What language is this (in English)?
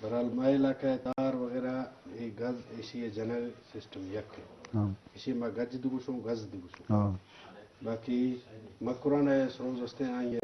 Eastern Balochi